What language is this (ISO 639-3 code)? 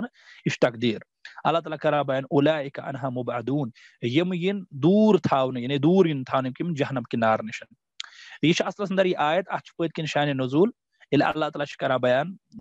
kas